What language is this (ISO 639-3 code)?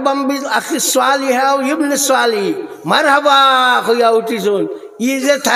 syl